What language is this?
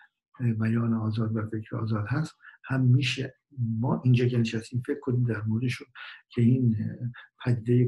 Persian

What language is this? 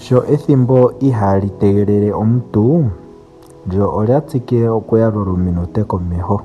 Ndonga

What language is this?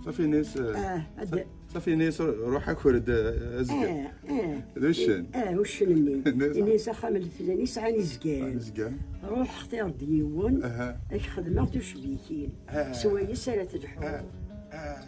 Kabyle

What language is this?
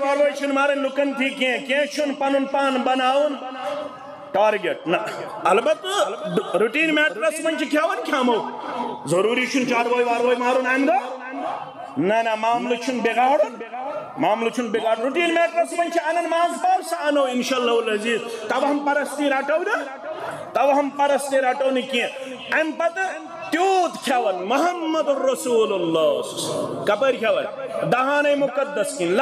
Kashmiri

